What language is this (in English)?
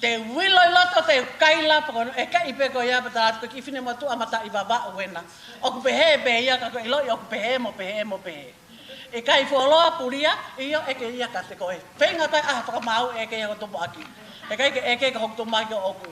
Tongan